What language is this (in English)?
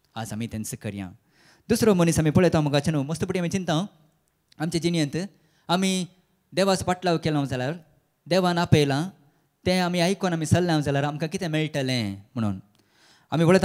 Konkani